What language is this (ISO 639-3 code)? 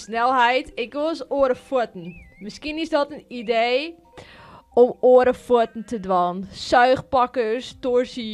fry